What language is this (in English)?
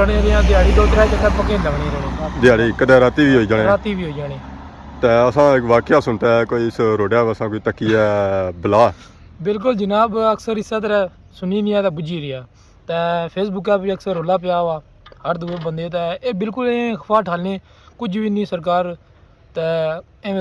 Pahari-Potwari